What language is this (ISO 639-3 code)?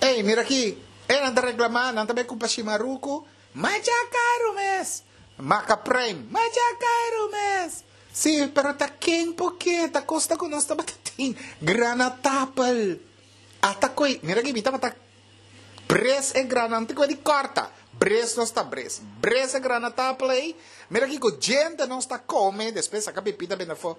pap